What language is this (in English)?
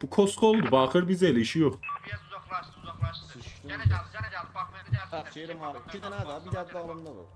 South Azerbaijani